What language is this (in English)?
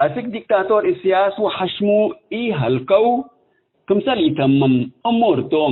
Tigre